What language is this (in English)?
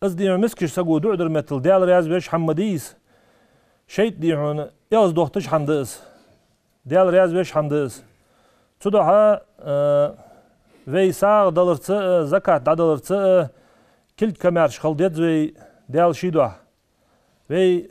Ingush